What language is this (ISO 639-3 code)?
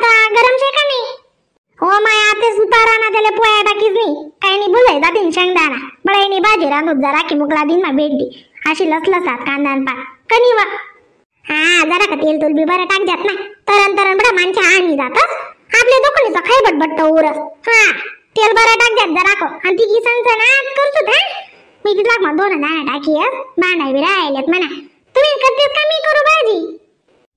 khn